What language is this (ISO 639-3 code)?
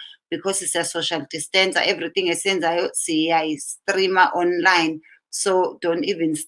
zul